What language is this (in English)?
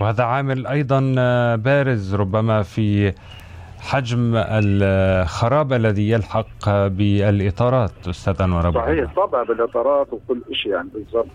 North Levantine Arabic